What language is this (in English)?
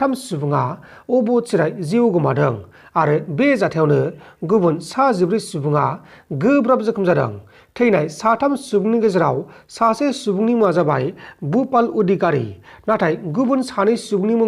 Bodo